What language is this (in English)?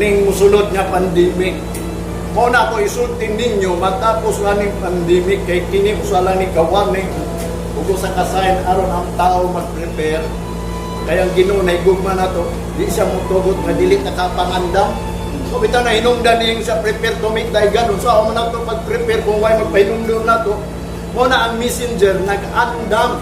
Cebuano